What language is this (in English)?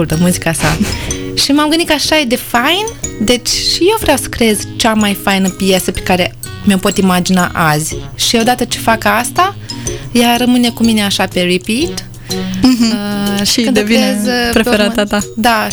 Romanian